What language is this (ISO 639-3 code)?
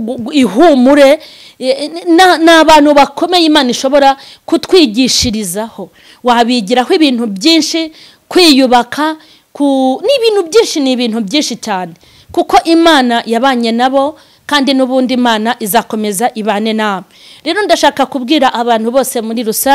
kin